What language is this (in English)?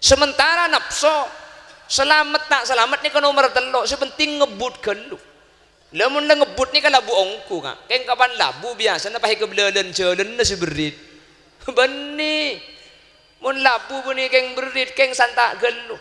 Madurese